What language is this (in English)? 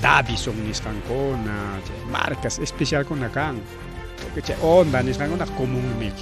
Ayacucho Quechua